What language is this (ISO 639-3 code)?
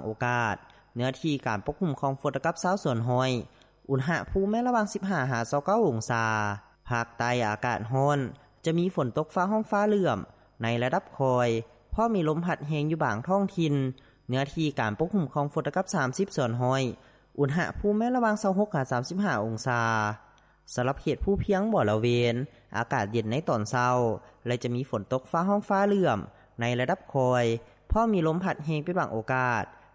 lao